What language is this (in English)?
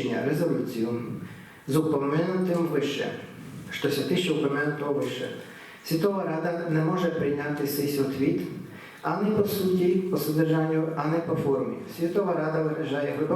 Rusyn